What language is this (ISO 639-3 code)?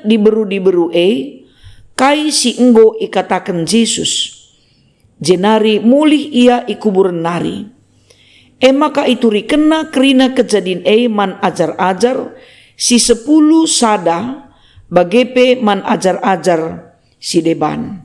btx